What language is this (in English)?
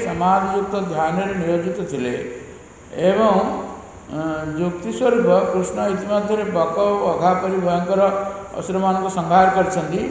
Odia